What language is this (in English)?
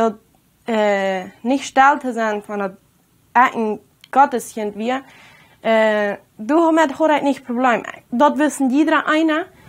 Plautdietsch